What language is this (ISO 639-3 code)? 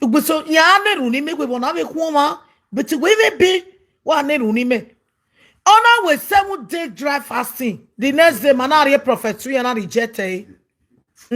pcm